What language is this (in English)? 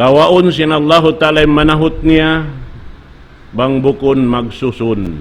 Tausug